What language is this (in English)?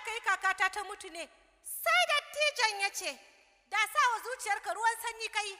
Hausa